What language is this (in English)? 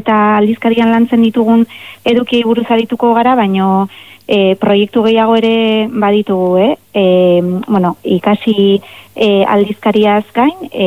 Basque